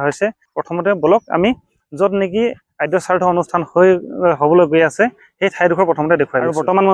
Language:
Assamese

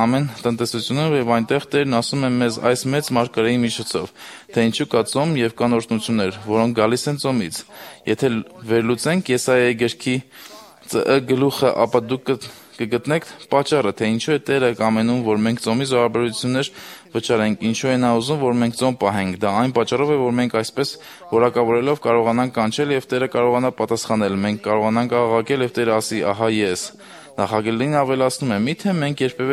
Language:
Armenian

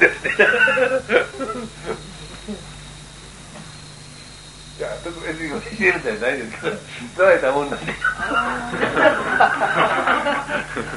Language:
Japanese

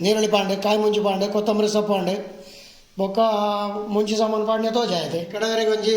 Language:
Tulu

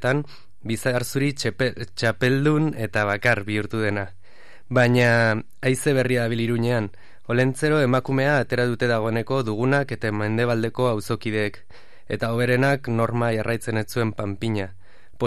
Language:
Basque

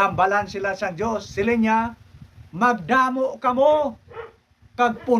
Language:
Hiligaynon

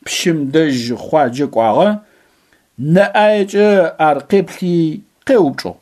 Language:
Adyghe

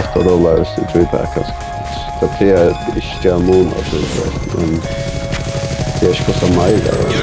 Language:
Faroese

